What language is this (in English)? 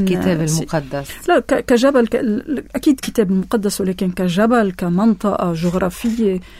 North Levantine Arabic